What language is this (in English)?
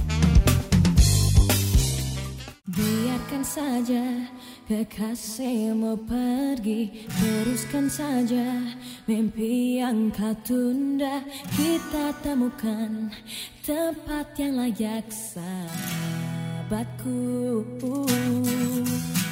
Indonesian